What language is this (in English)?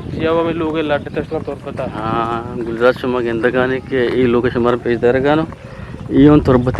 Eastern Balochi